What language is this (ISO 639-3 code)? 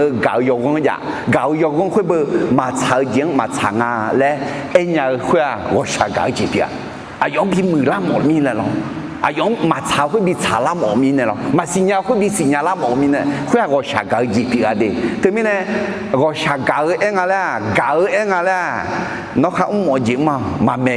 ahk